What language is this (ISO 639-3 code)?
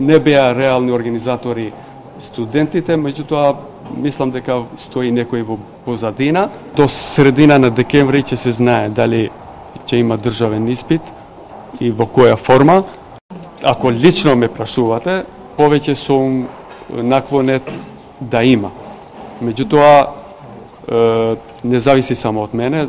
mkd